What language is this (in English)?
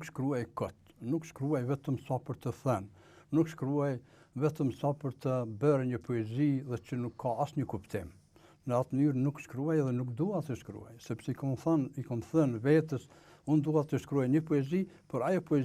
Albanian